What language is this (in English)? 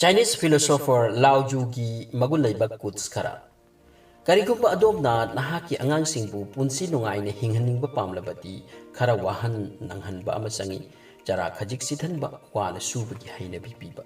Manipuri